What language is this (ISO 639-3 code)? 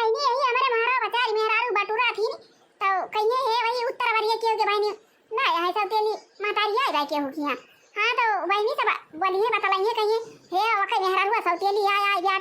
awa